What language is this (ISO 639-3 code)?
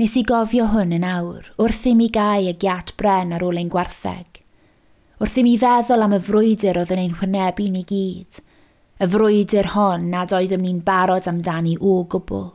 cym